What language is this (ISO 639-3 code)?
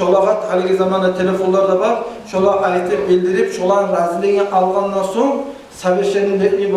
kum